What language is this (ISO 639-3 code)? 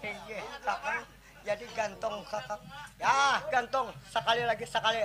bjn